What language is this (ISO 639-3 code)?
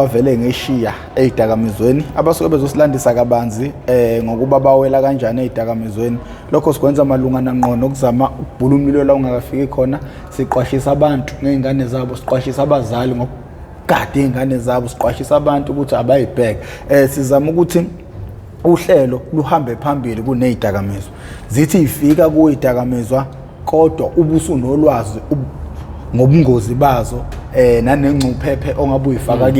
zul